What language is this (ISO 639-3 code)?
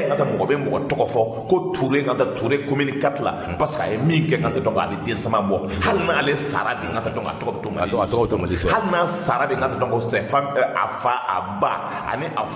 bam